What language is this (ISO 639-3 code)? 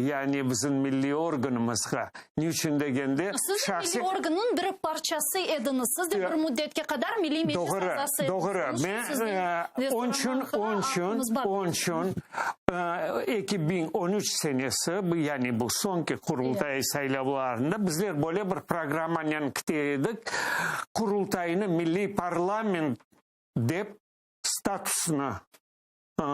crh